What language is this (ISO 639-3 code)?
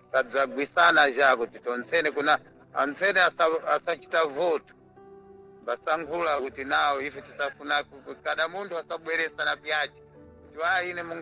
seh